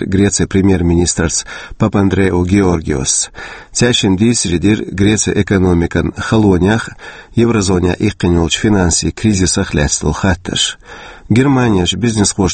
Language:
Chechen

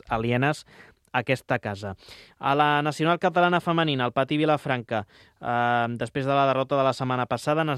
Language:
Catalan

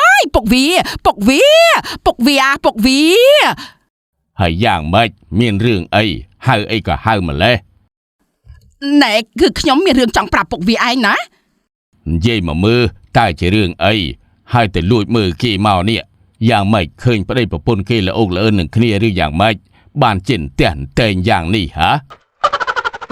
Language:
Khmer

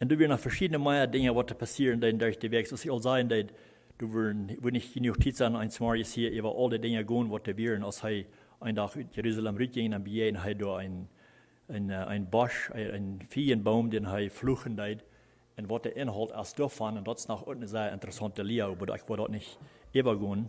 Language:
Plautdietsch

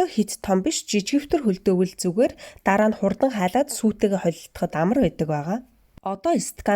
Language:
Mongolian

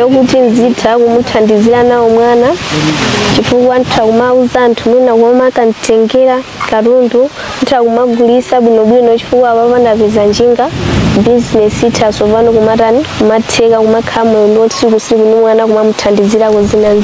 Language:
Nyanja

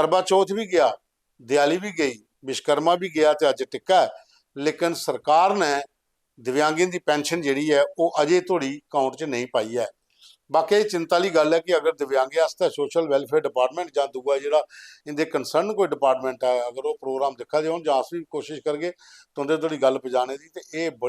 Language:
Dogri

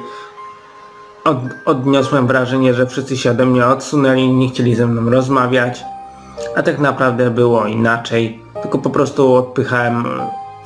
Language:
Polish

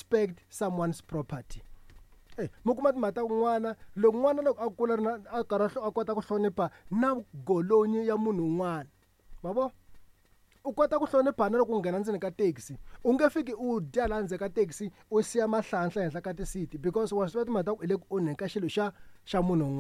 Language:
Tsonga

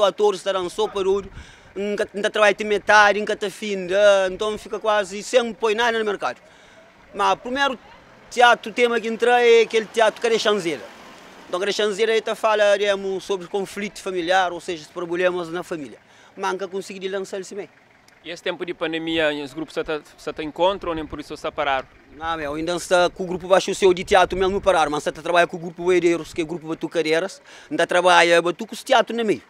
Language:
Kabuverdianu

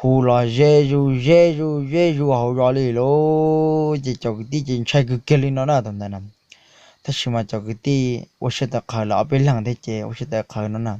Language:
Hmong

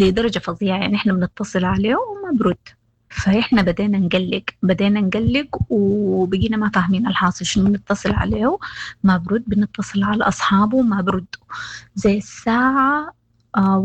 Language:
Sudanese Arabic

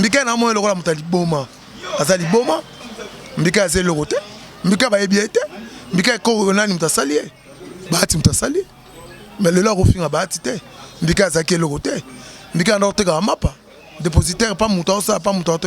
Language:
Lingala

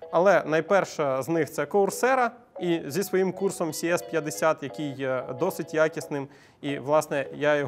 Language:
Ukrainian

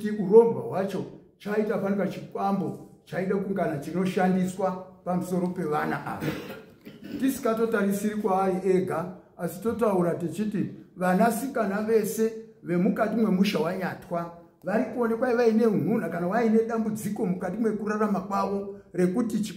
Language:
Shona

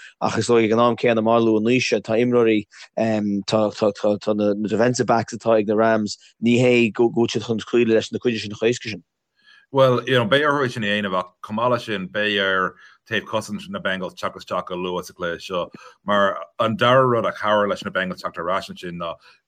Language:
Irish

